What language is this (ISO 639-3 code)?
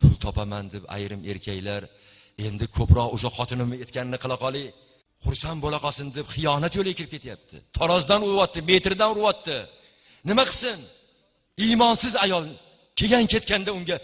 uzb